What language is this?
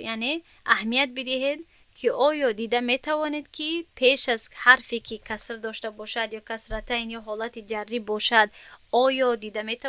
Tajik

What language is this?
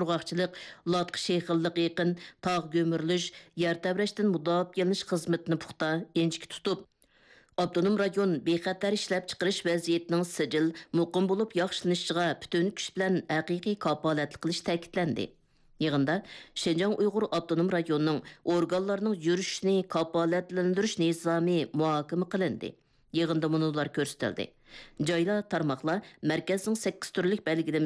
Uyghur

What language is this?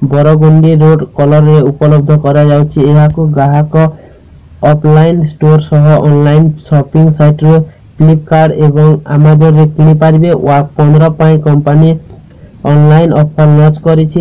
Odia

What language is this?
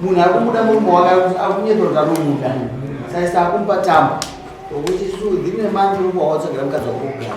Shona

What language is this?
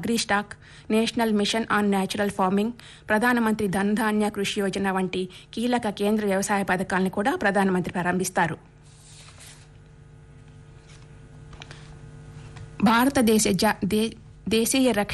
Telugu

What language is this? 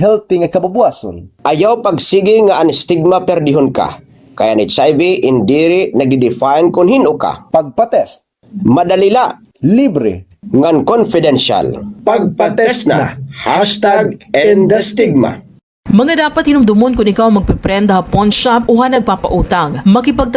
Waray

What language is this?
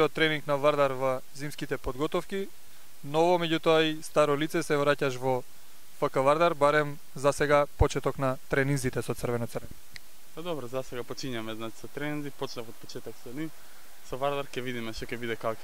Macedonian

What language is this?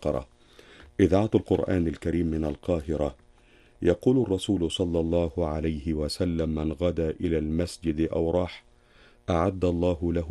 Arabic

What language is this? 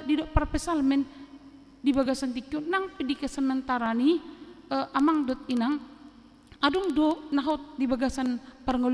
Batak Toba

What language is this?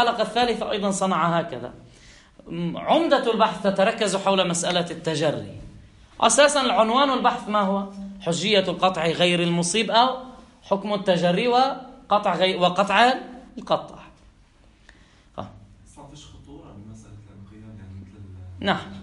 Arabic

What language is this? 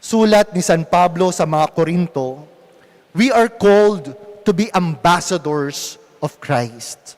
Pampanga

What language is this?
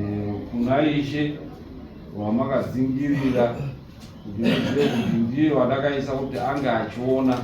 Shona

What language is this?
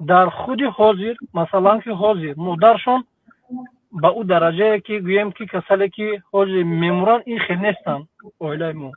Tajik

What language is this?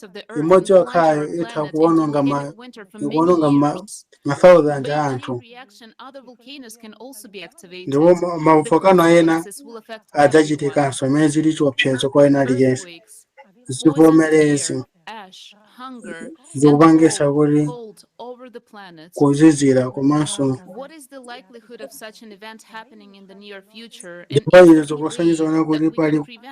Nyanja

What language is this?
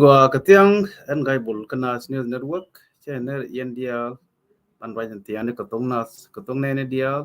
Nuer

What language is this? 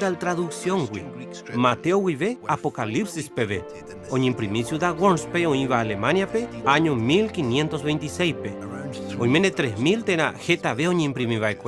Guarani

